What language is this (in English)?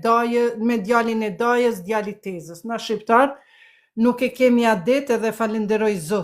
Albanian